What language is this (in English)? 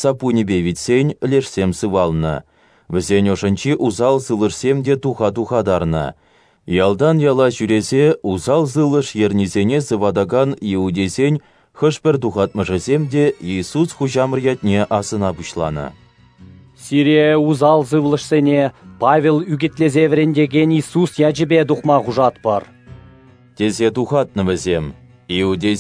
Chuvash